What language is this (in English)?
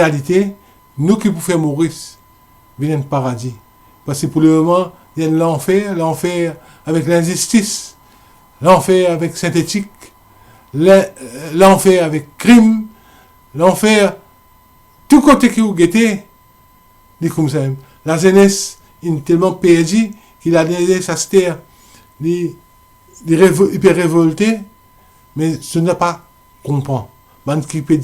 Morisyen